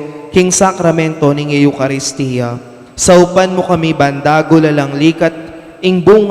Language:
Pampanga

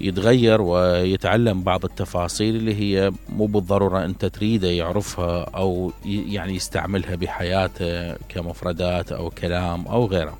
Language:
Mesopotamian Arabic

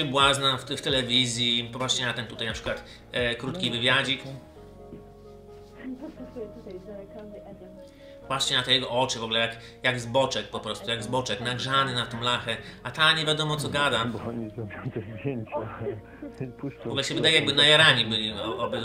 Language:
Polish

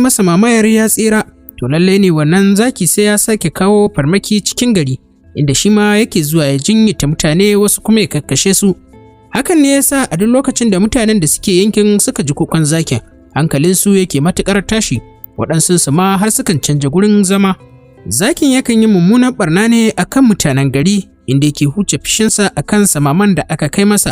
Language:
Hausa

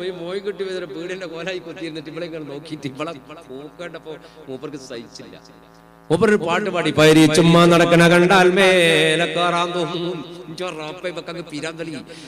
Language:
Malayalam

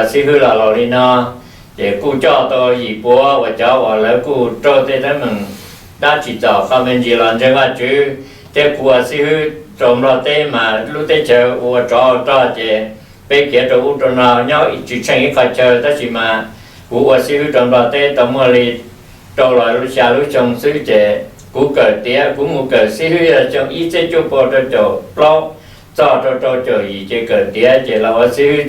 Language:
Hmong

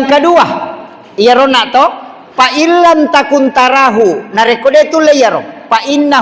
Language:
Buginese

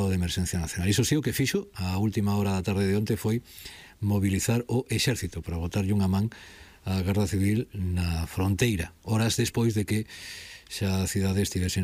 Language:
Galician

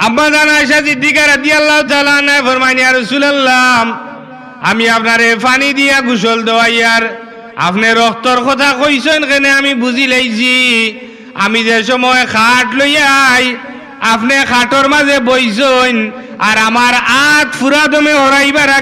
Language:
Sylheti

